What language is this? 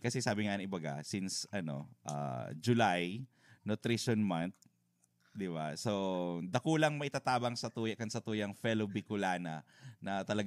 Bikol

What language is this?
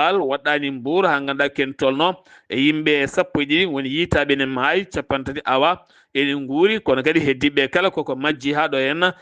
Fula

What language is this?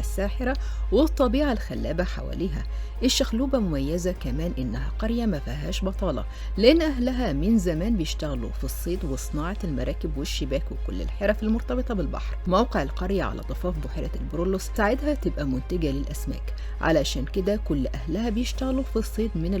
Egyptian Arabic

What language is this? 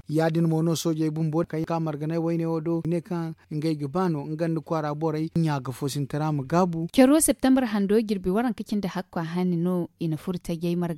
Zarma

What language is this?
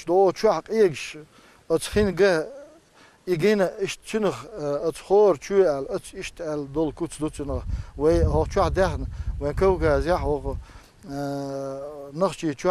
Chechen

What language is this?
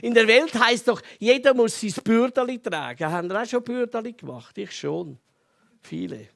Swiss German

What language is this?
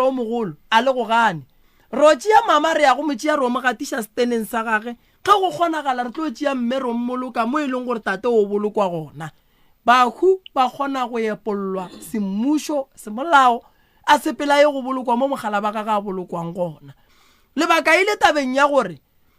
Northern Sotho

